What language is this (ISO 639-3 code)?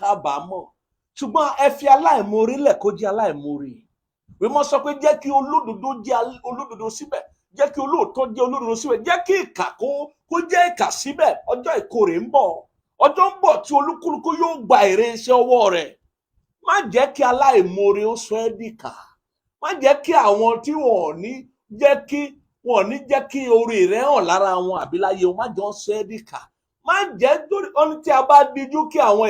yor